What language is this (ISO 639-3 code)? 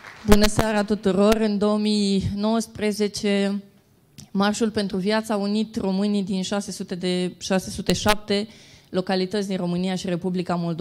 ron